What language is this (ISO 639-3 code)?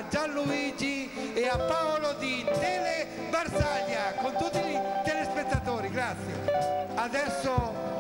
ita